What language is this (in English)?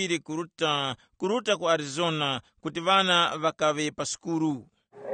Tumbuka